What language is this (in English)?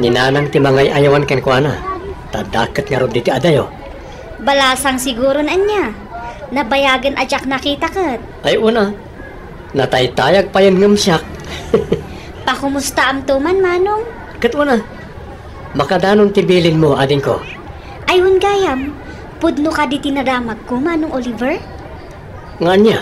Iloko